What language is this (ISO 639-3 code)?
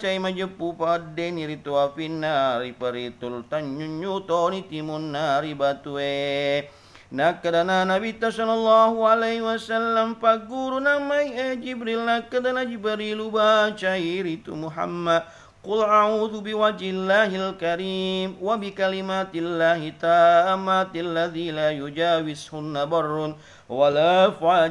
bug